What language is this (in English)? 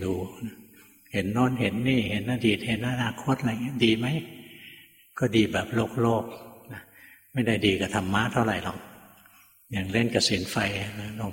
Thai